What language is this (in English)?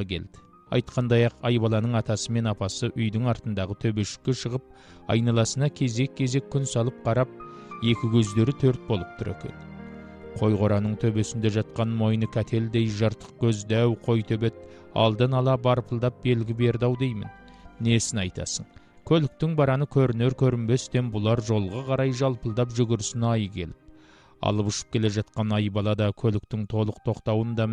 Kazakh